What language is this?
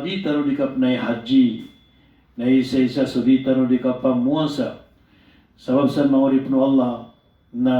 Maranao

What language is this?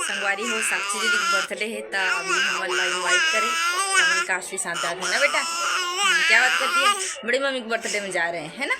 Chhattisgarhi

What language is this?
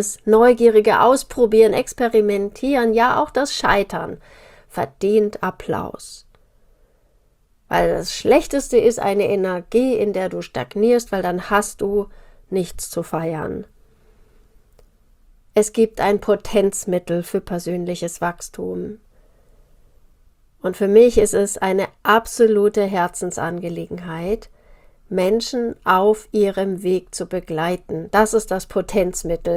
German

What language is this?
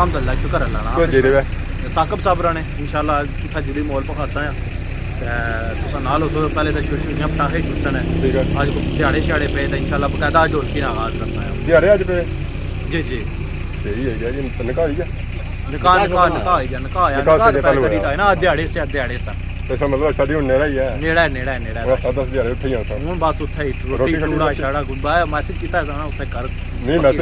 Pahari-Potwari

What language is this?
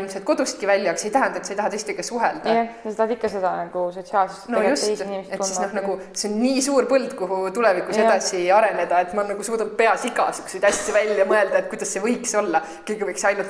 Estonian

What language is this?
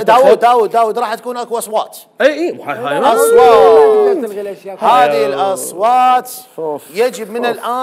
Mesopotamian Arabic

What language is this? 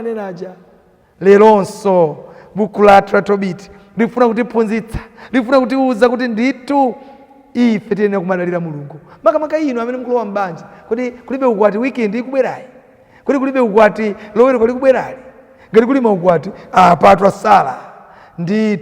Nyanja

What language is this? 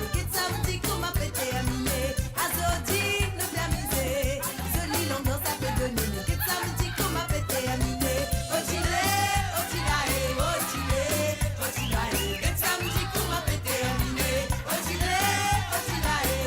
Morisyen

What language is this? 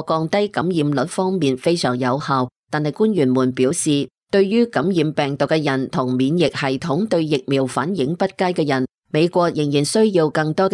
Cantonese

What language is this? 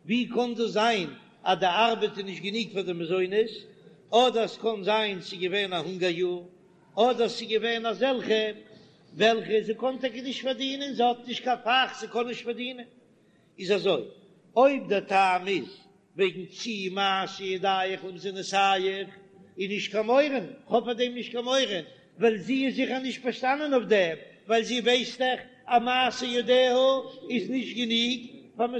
Yiddish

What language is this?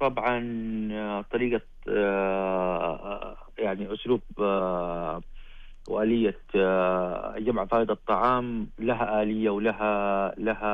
Najdi Arabic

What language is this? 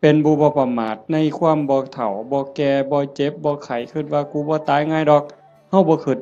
Northeastern Thai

